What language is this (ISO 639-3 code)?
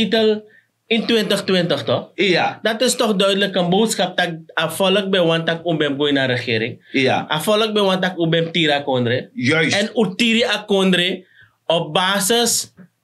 srn